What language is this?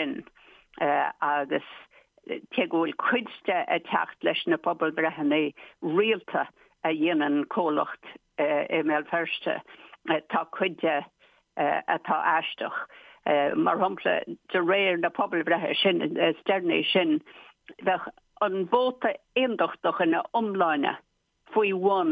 Irish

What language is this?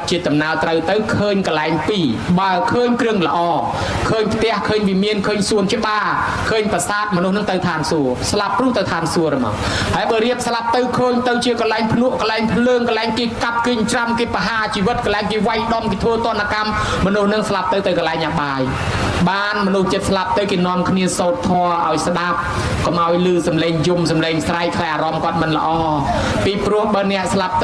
Khmer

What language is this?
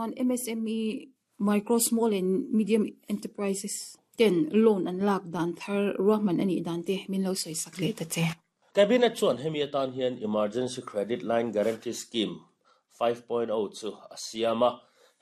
Mizo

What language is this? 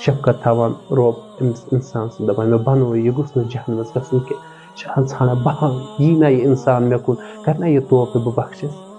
Kashmiri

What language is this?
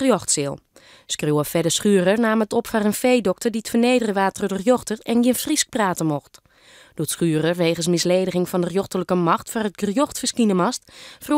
Western Frisian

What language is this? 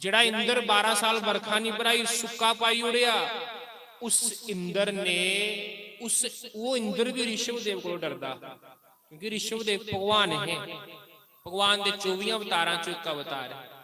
Dogri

